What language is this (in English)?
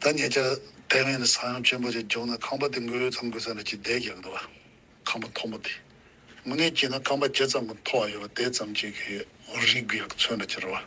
Tibetan